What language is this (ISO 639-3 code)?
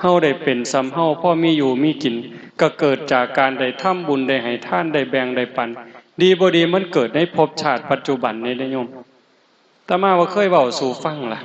tts